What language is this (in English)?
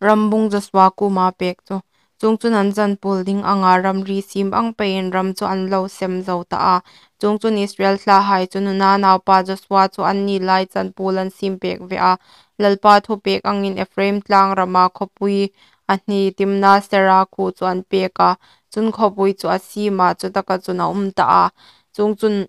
Hmar